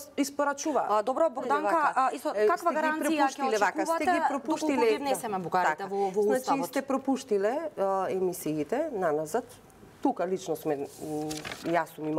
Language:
Macedonian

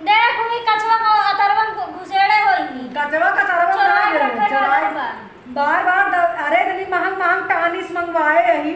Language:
Awadhi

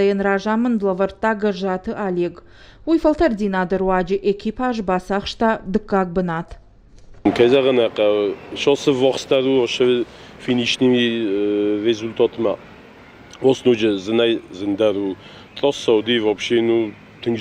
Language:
Ossetic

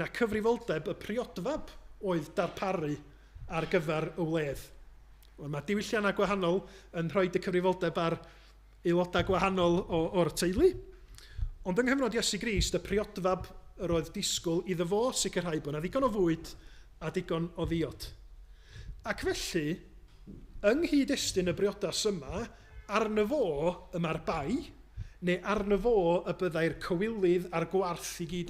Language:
Welsh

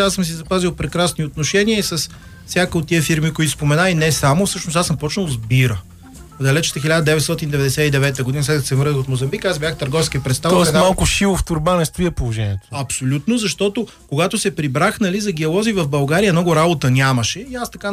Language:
Bulgarian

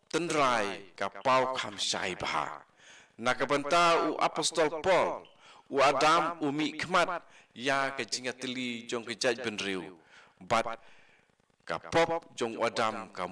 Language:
Khasi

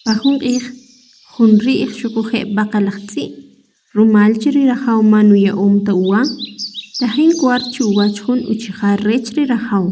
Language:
Kʼicheʼ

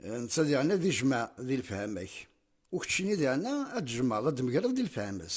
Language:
Kabyle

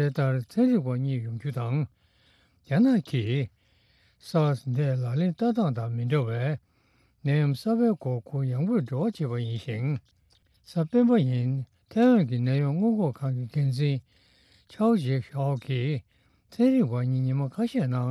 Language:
Tibetan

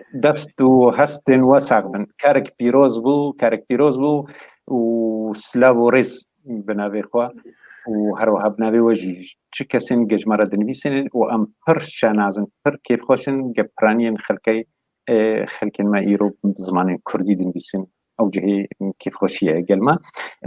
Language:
Kurdish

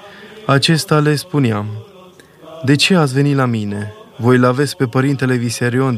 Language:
Romanian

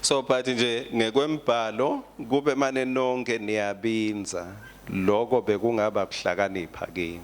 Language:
Swati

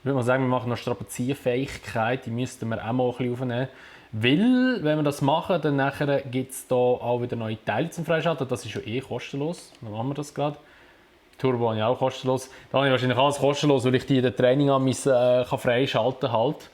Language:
Swiss German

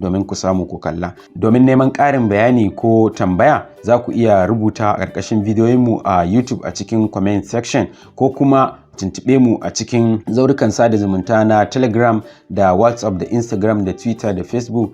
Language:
Hausa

